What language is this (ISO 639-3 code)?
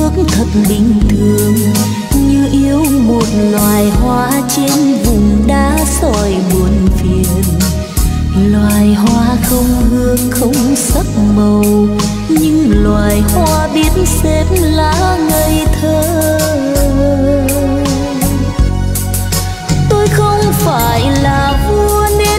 vie